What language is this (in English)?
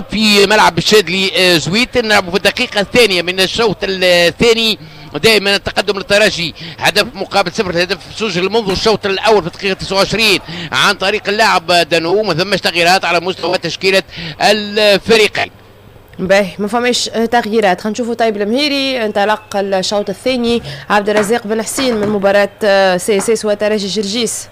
Tunisian Arabic